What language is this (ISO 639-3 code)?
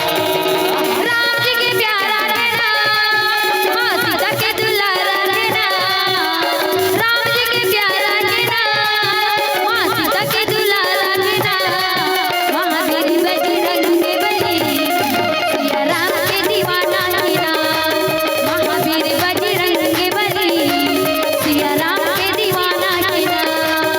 hne